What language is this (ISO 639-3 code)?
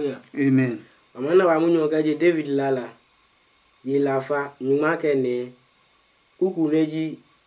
ada